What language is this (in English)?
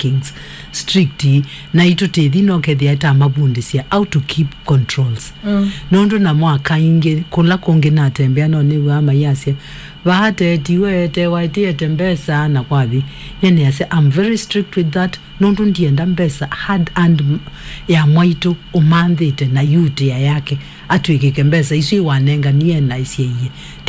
Kamba